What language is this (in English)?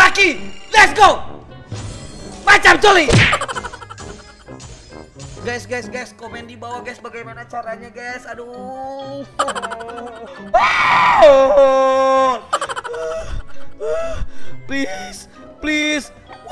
Indonesian